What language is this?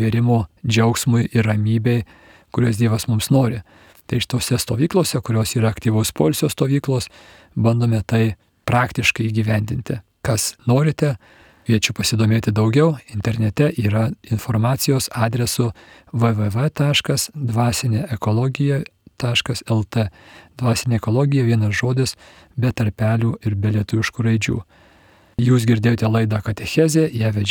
Lithuanian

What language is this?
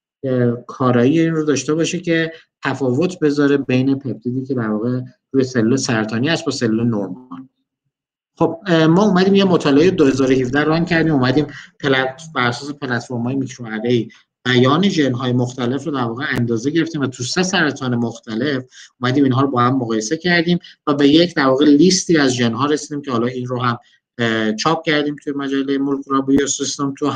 Persian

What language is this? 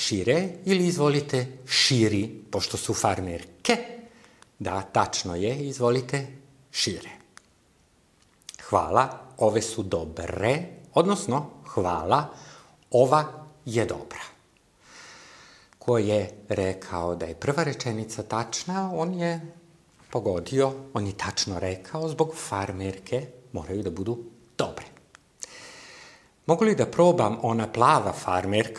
Serbian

